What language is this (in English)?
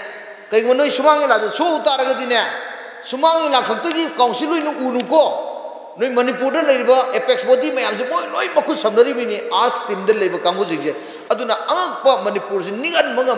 Manipuri